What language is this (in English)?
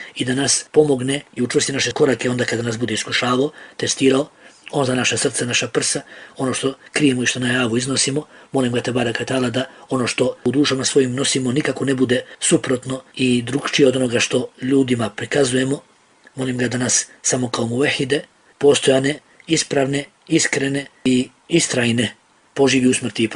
Bosnian